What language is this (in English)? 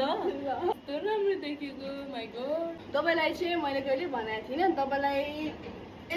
Nepali